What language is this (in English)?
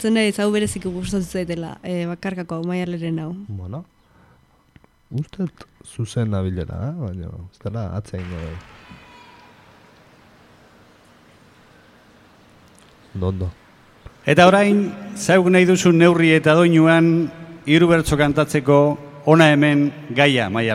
Basque